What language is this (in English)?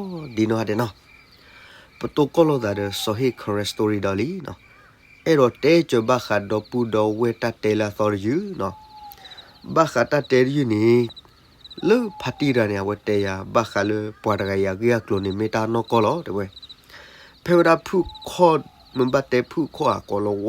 S'gaw Karen